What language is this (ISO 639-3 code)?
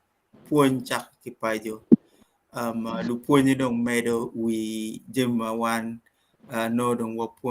ach